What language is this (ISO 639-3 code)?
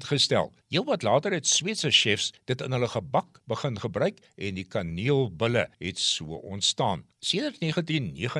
afr